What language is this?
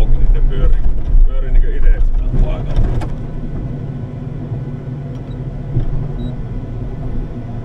Finnish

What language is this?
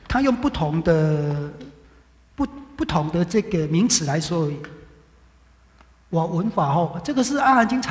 Chinese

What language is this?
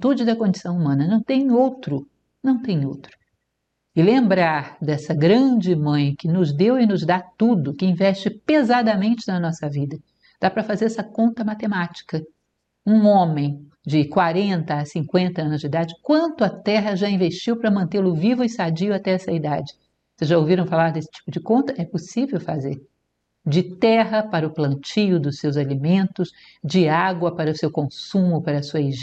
Portuguese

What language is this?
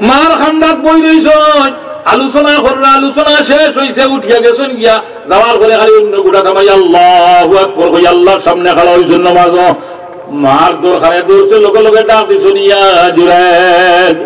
Sylheti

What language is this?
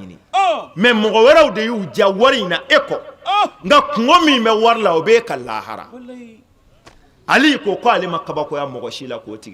Bambara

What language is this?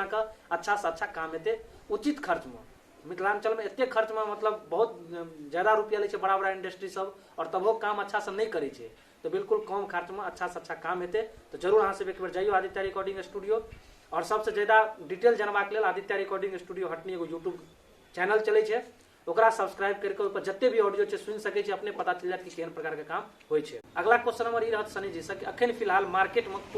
Maithili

